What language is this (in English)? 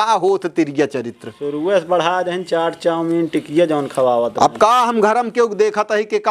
Awadhi